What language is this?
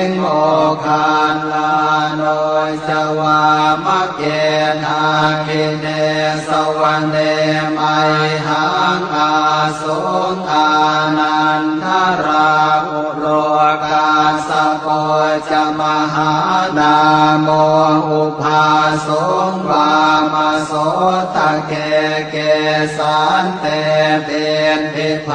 Pali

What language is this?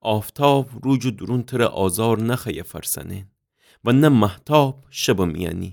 Gilaki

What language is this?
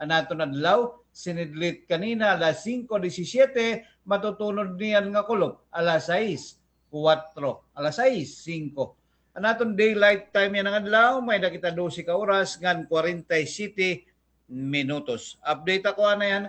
Waray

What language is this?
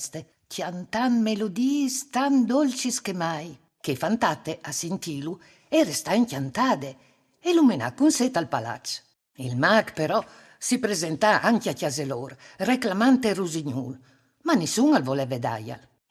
Friulian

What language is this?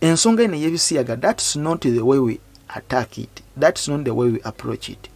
Ganda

